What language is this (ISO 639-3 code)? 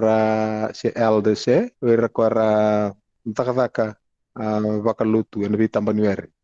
fij